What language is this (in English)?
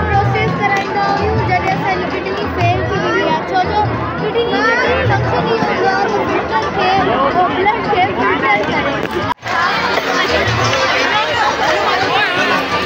Sindhi